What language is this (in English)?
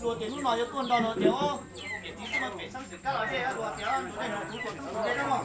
Hmong